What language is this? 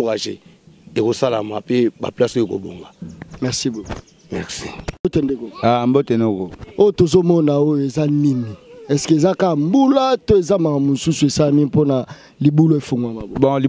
Lingala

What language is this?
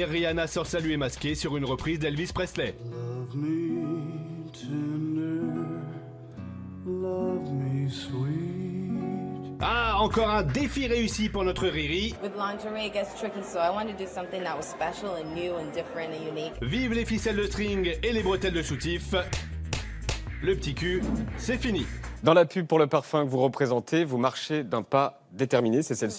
French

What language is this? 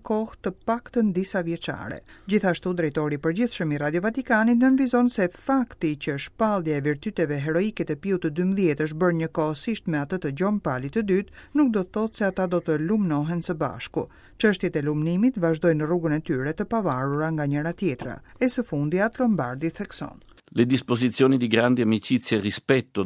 Albanian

